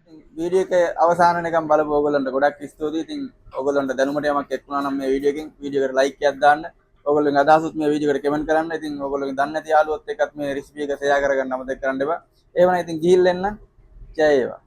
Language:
Sinhala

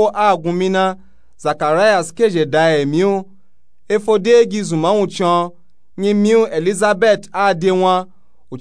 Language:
Nupe-Nupe-Tako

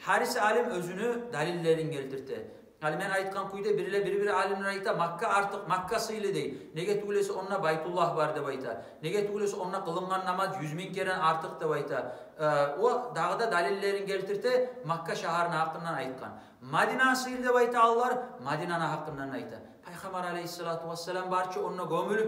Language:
Kumyk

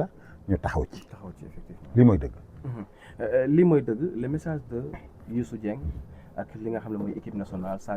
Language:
Wolof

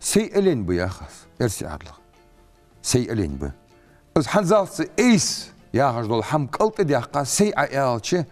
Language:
Ingush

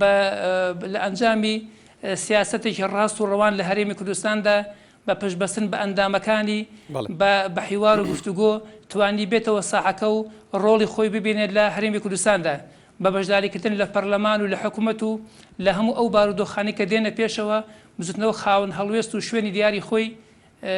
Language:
Central Kurdish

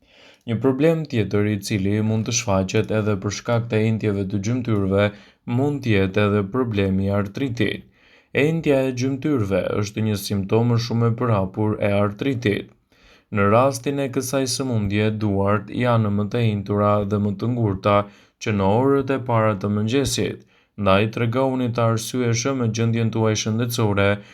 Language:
Albanian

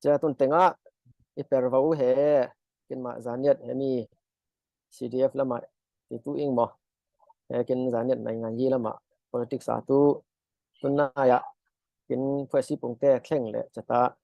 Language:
Falam Chin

